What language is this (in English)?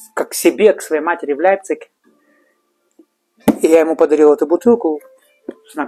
Russian